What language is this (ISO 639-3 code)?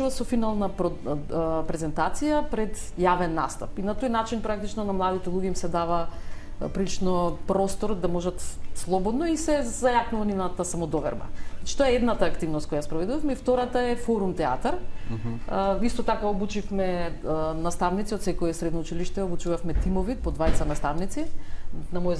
mkd